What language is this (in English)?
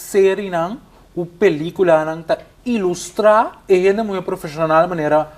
Papiamento